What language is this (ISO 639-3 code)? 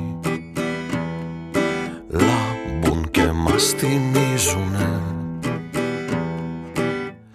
ell